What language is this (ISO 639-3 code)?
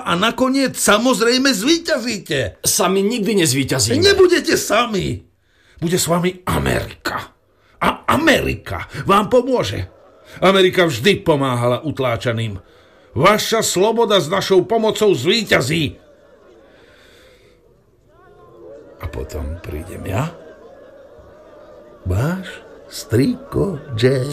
slk